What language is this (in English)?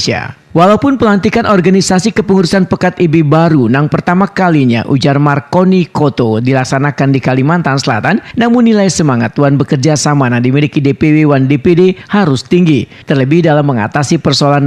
Banjar